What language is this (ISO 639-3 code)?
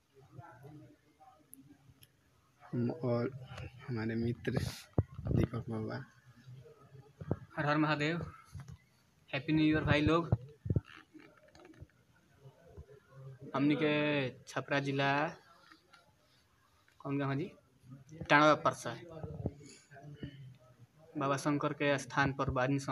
bho